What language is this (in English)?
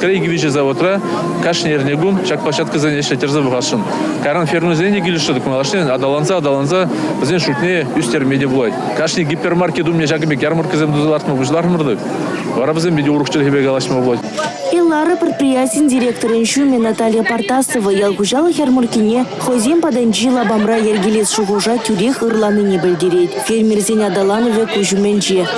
Chuvash